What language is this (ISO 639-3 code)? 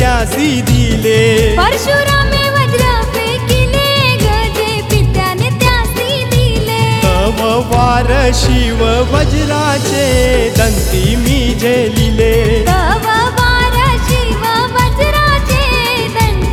mar